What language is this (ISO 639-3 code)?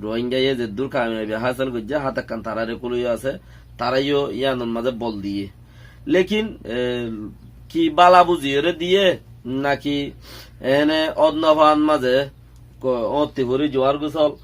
rhg